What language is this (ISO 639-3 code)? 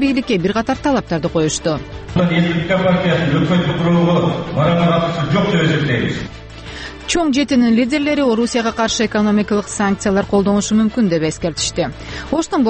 kir